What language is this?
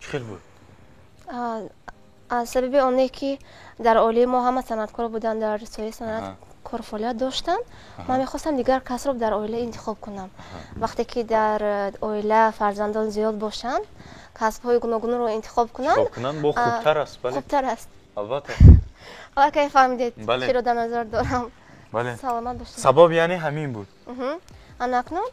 Tajik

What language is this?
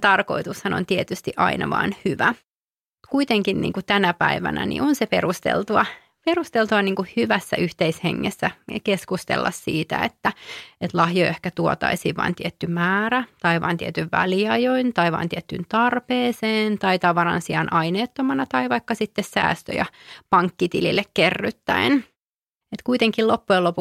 Finnish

